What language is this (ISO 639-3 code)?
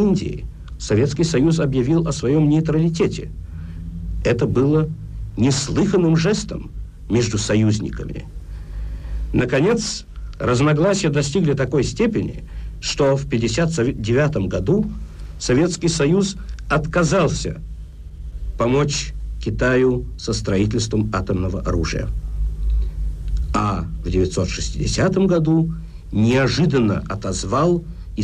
rus